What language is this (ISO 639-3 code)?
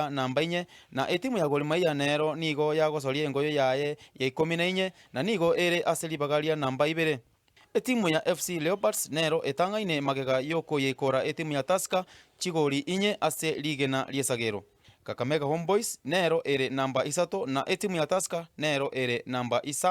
guz